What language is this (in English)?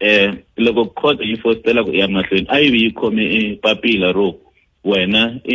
Tsonga